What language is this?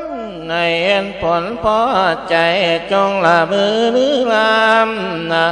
Lao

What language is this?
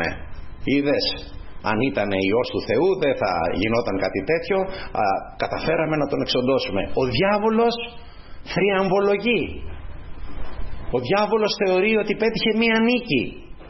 Greek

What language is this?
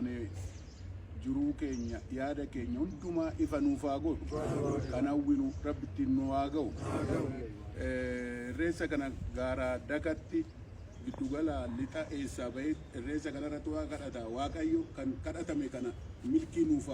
Oromo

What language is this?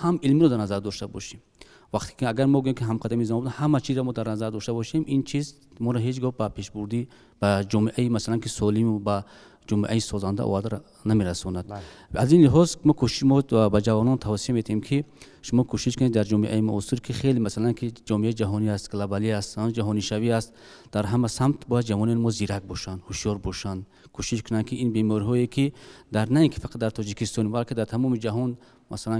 Tajik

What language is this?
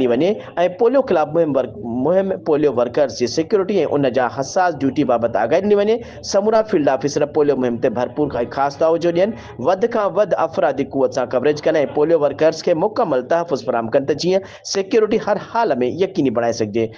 Sindhi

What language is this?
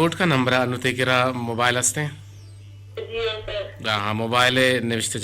Eastern Balochi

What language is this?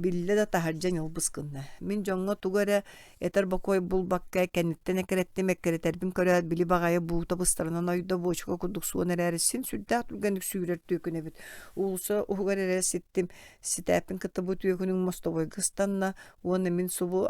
Yakut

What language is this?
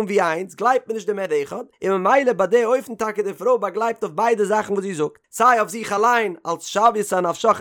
Yiddish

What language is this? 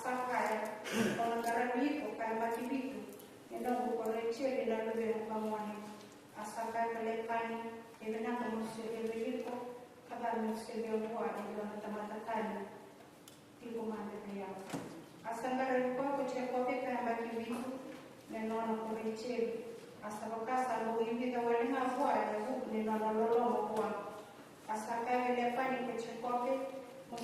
Fijian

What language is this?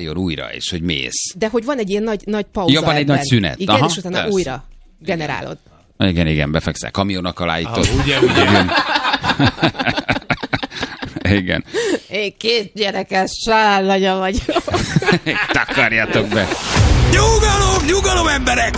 Hungarian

